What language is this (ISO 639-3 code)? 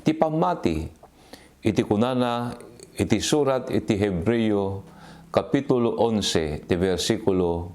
ilo